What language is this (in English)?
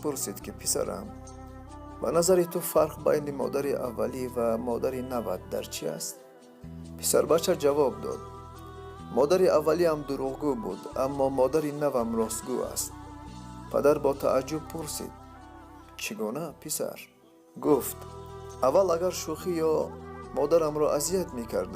Tajik